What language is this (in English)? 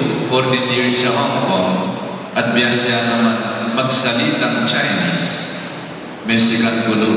Pampanga